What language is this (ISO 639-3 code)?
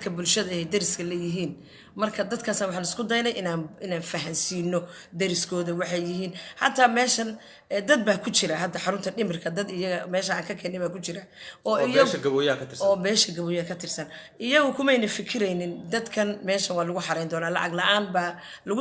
som